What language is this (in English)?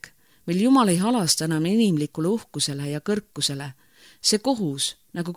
Estonian